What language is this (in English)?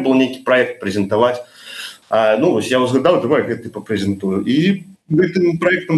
Belarusian